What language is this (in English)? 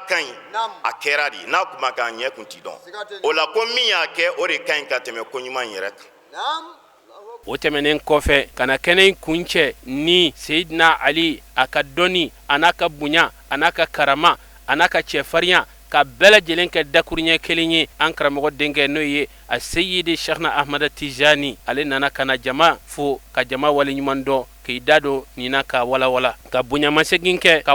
Bambara